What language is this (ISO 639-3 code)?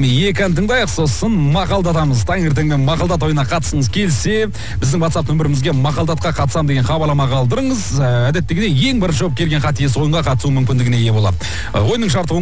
kaz